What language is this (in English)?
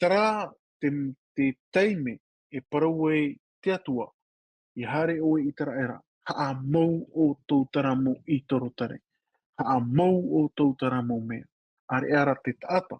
Tahitian